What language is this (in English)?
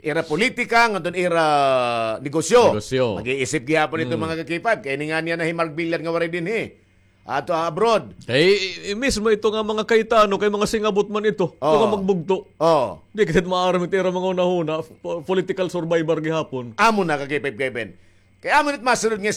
Waray